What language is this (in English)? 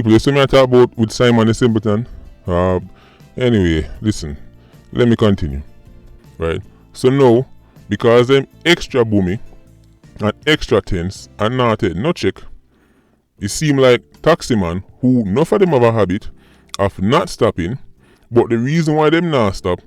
Jamaican Creole English